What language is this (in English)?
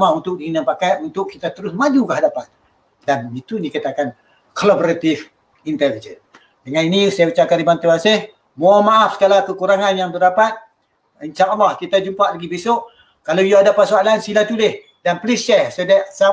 Malay